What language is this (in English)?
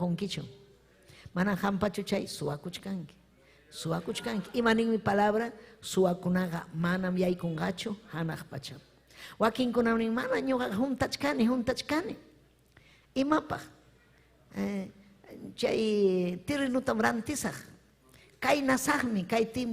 Ayacucho Quechua